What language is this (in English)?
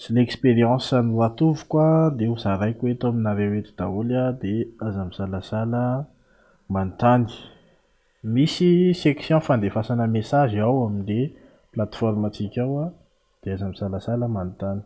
Malagasy